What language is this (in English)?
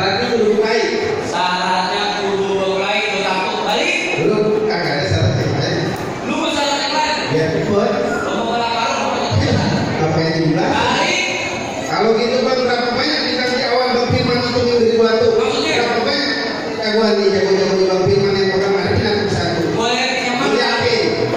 Betawi